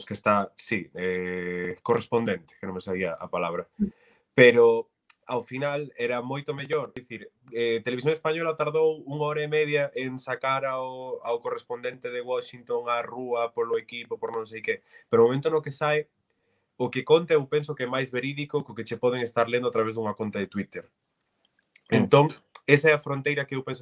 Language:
Galician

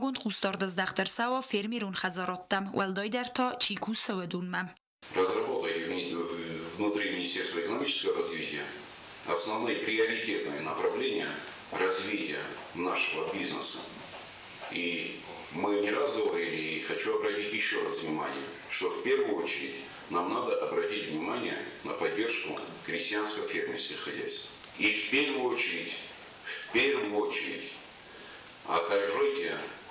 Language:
Ossetic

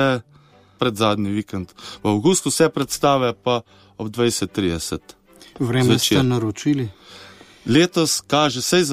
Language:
Slovenian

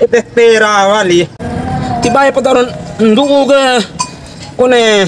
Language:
Bima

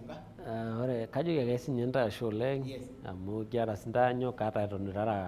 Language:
Masai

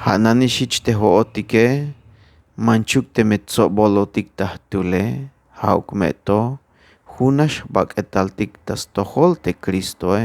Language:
Tzeltal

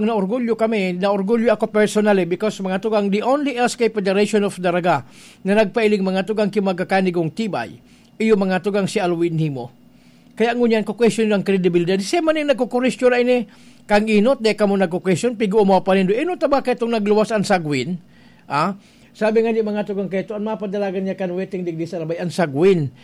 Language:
Bikol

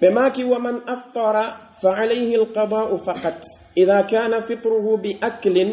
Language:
Pular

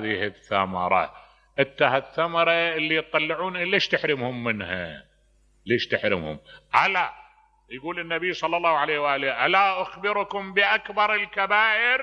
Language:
Mesopotamian Arabic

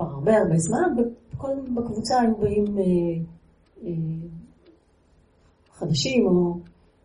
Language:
Hebrew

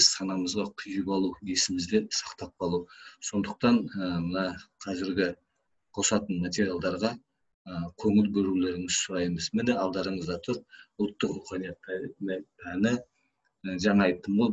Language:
Kazakh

